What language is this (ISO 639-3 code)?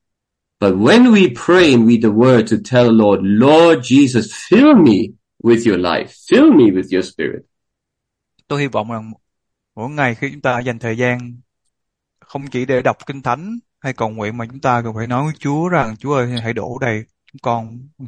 vie